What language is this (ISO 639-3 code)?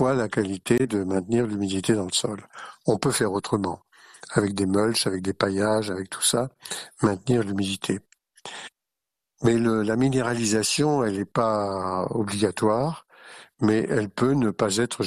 fra